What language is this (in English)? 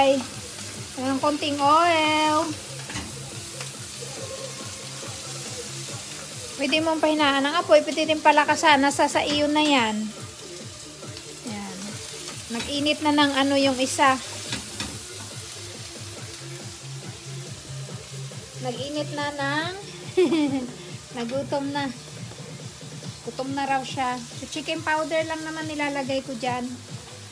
Filipino